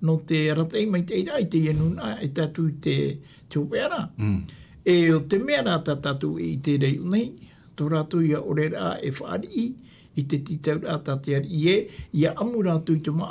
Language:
Tahitian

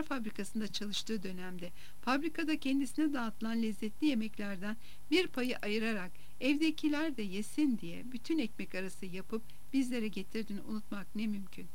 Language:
Turkish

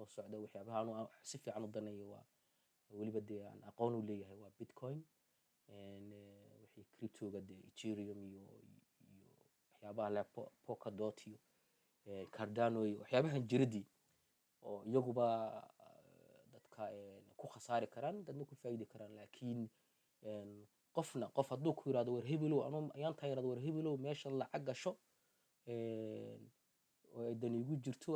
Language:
Somali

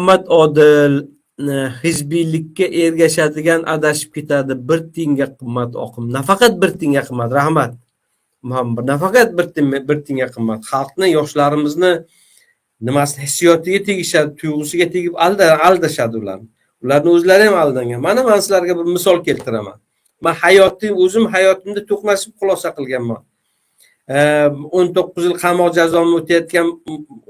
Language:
Uzbek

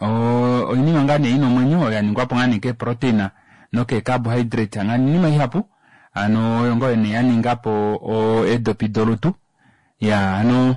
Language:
Kuanyama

